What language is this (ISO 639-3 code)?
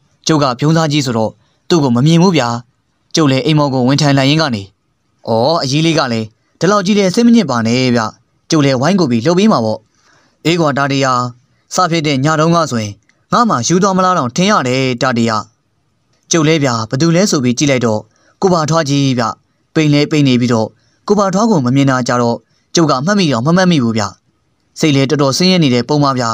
mya